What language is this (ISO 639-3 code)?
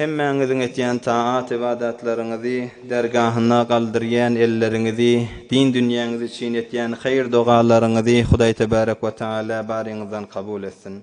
tuk